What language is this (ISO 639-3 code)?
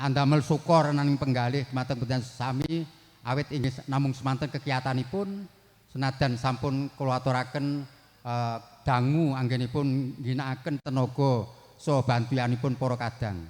jav